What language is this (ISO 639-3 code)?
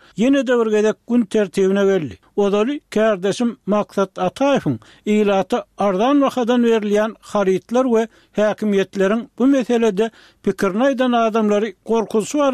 tuk